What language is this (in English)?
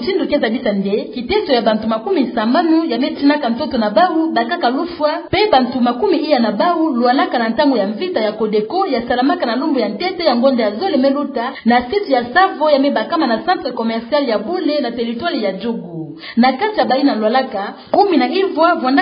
Kituba (Democratic Republic of Congo)